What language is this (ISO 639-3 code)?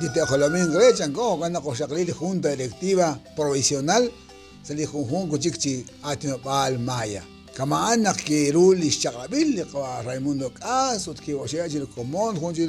kek